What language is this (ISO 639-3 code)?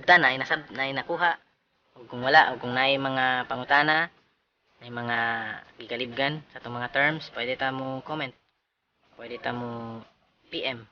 ceb